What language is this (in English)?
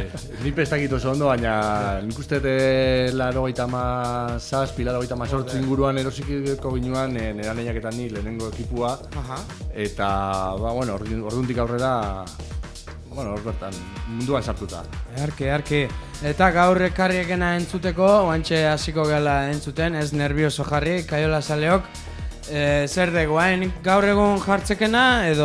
Basque